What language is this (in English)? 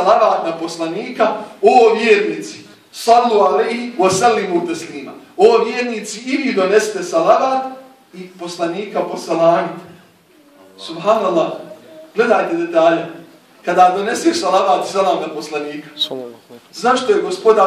Bosnian